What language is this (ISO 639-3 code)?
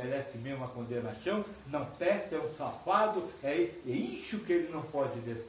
por